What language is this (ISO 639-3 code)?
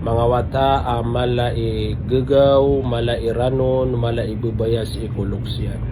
mrw